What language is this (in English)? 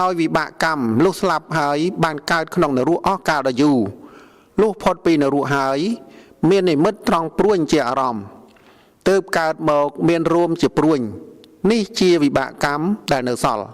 Khmer